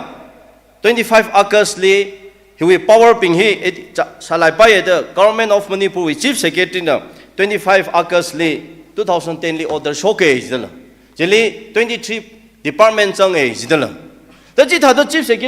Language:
Tangkhul Naga (India)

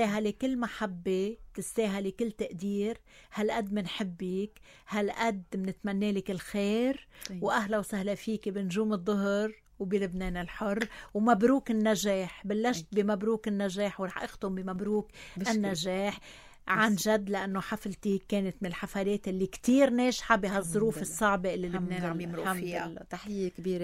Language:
North Levantine Arabic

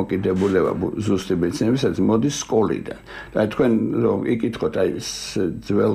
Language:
Georgian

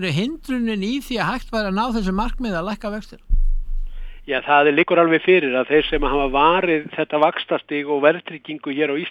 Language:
Icelandic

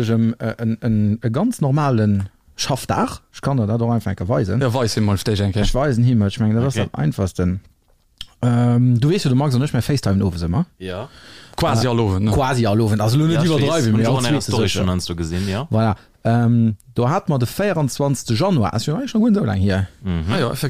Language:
Luxembourgish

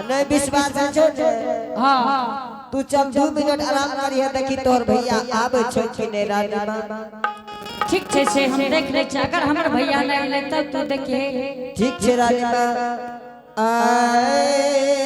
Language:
Angika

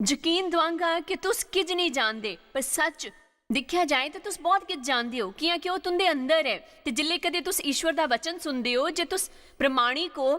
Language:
Dogri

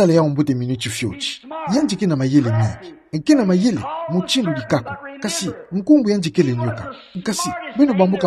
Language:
Kituba (Democratic Republic of Congo)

